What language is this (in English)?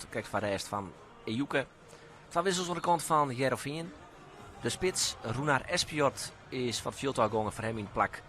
Western Frisian